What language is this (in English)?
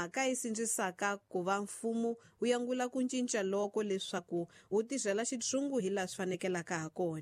Tsonga